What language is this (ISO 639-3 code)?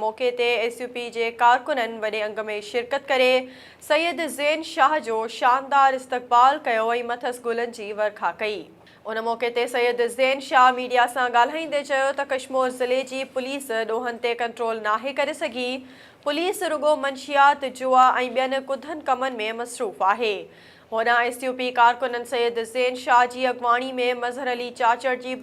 snd